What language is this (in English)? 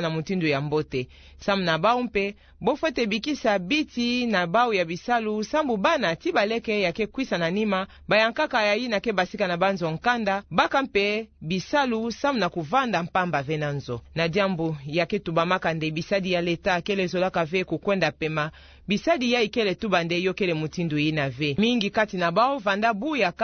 Kituba (Democratic Republic of Congo)